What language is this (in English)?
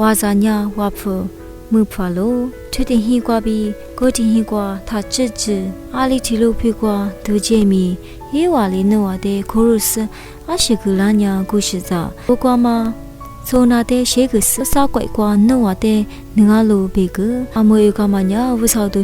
Lisu